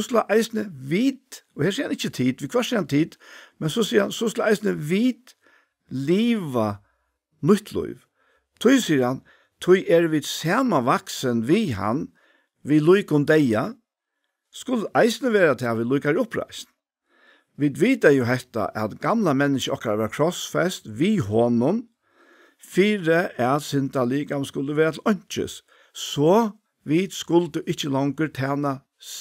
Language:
Faroese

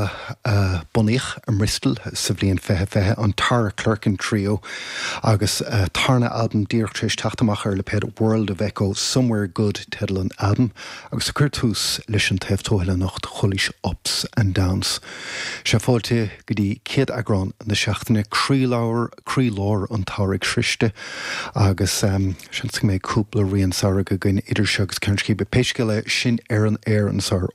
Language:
Irish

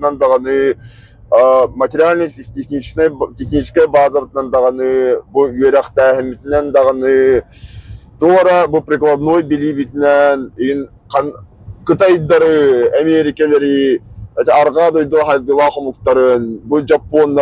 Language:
Yakut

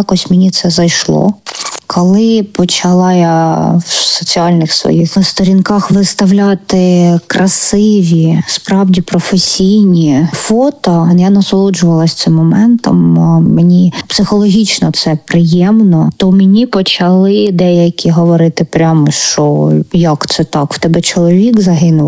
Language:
Ukrainian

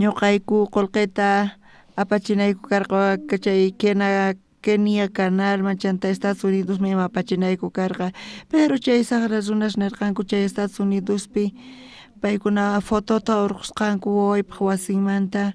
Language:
South Bolivian Quechua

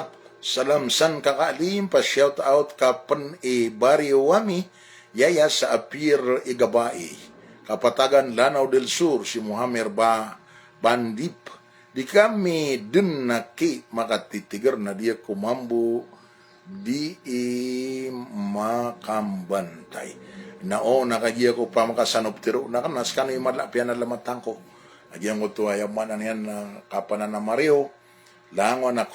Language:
Maranao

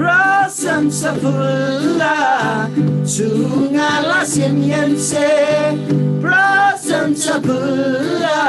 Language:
Eastern Tamang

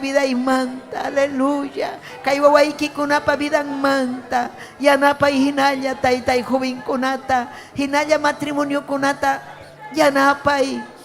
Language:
Ayacucho Quechua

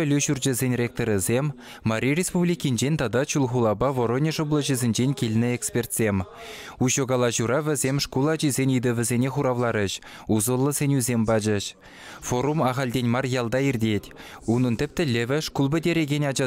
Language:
Chuvash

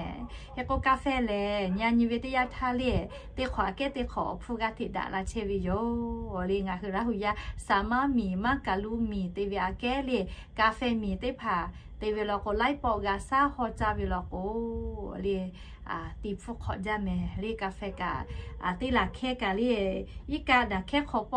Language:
Lahu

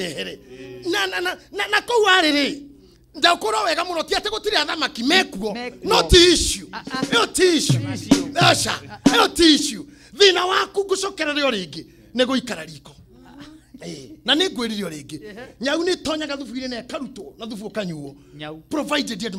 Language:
Kikuyu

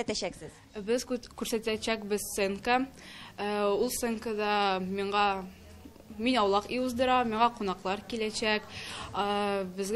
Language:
Tatar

